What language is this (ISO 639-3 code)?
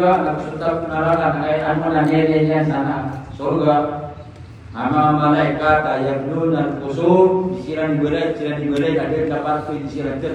mrw